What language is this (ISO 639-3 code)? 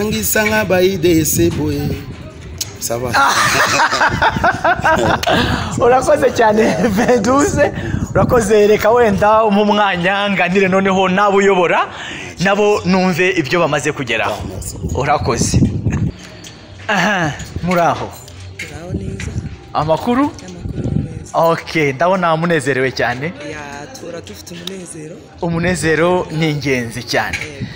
kin